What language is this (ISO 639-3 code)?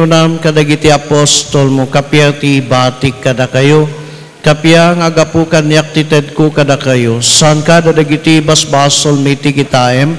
ilo